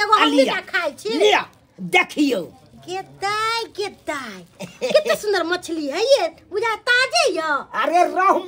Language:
Maithili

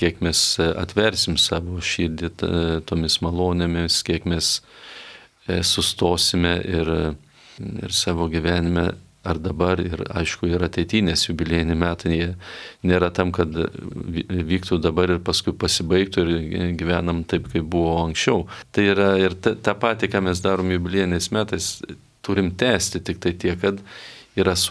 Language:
Lithuanian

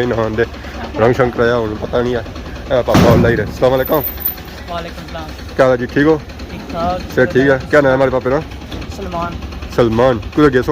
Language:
Pahari-Potwari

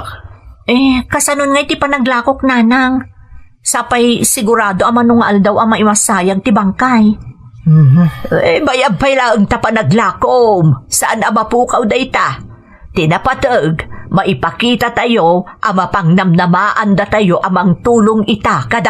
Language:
Iloko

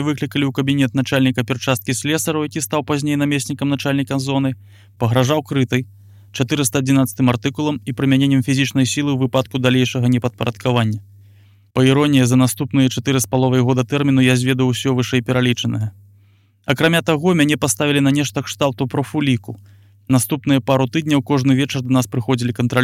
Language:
Belarusian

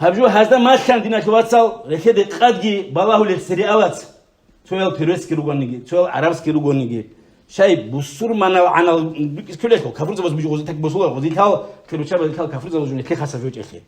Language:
Avaric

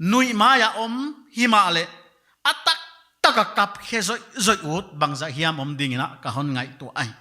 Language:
Paite Chin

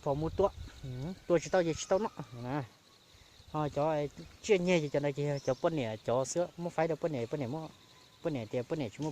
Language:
Hmong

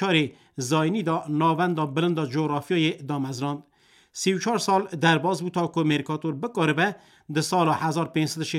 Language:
Kurdish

